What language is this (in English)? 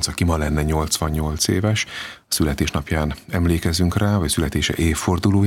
Hungarian